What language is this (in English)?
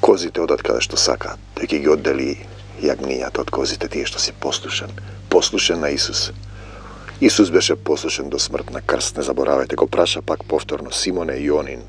Macedonian